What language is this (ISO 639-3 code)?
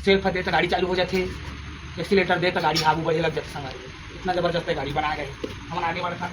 hne